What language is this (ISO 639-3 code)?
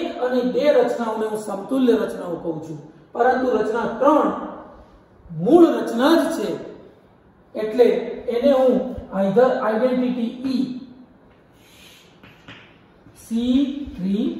guj